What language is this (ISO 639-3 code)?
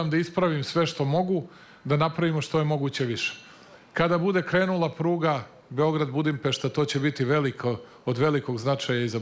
srp